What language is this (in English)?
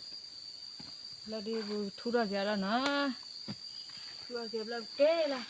S'gaw Karen